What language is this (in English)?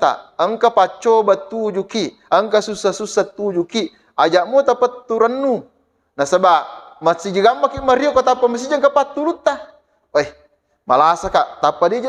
Buginese